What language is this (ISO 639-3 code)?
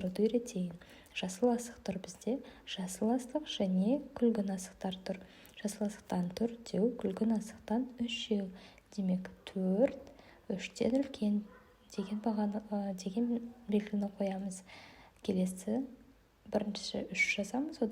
kaz